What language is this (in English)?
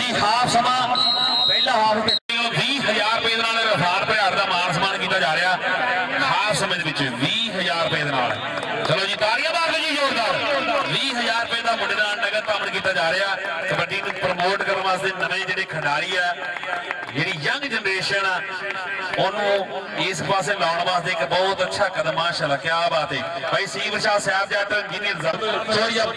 Punjabi